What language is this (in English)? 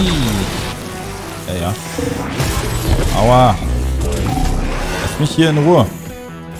German